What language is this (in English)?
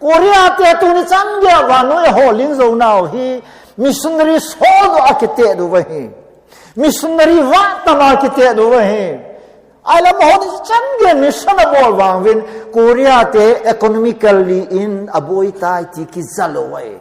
Thado Chin